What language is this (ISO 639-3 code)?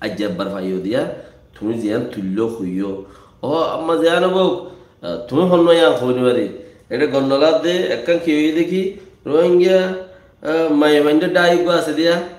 rhg